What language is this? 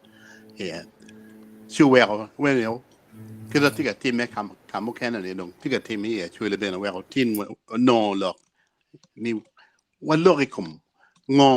Acoli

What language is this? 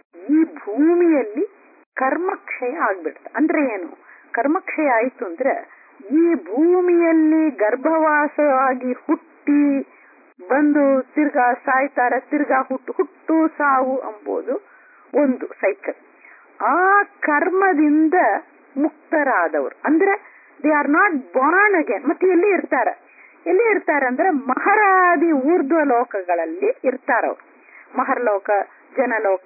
Kannada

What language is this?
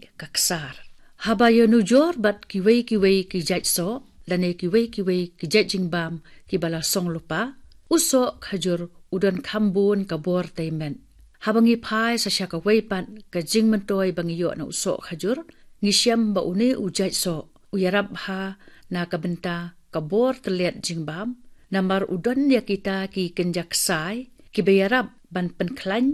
Khasi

